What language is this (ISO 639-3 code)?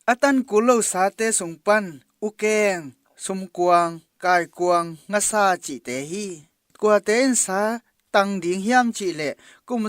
ctd